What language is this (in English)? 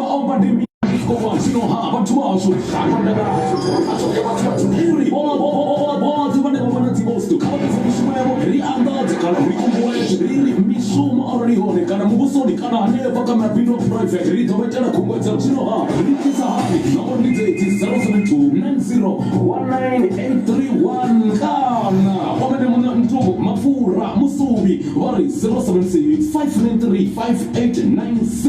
Venda